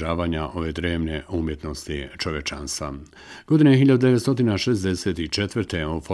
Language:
Bosnian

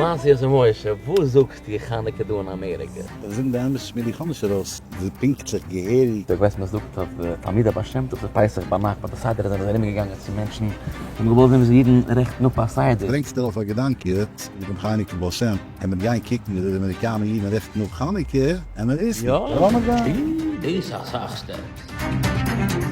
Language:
Yiddish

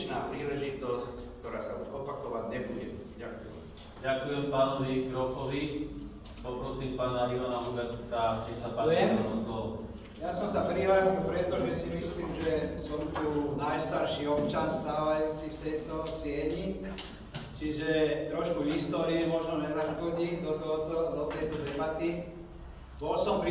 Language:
Slovak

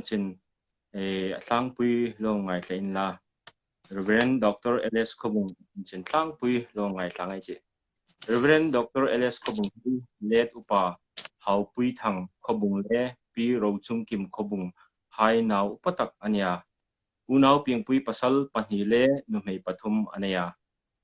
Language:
Hmar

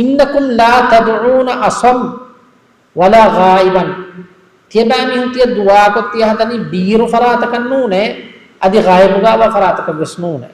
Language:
Divehi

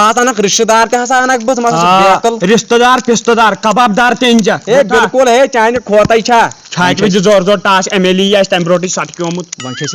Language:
Kashmiri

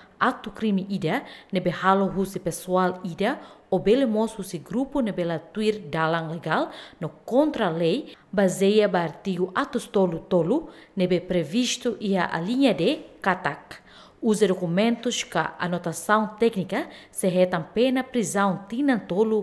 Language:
Tetum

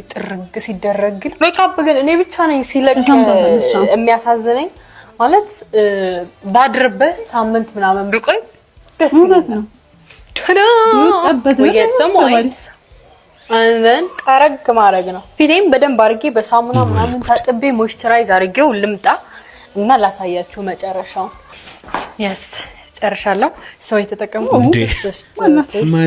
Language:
Amharic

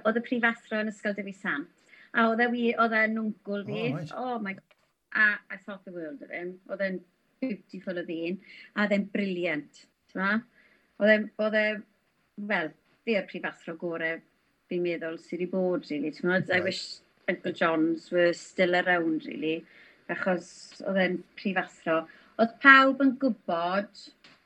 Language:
Welsh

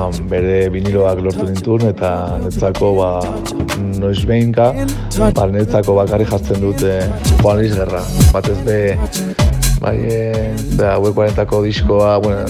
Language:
Basque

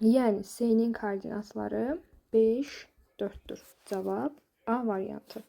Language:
Azerbaijani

